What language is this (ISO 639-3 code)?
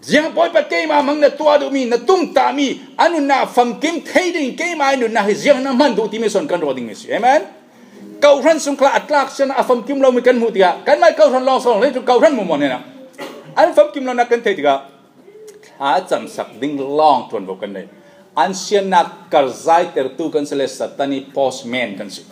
cfm